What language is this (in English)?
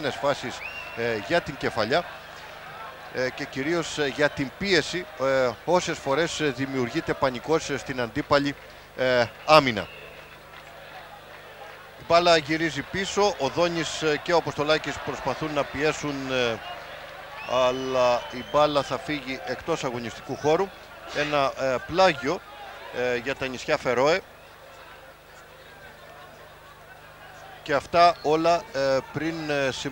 Greek